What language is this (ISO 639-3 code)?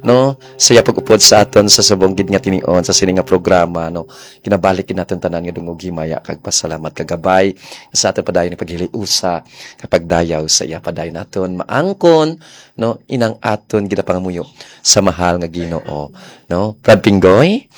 hil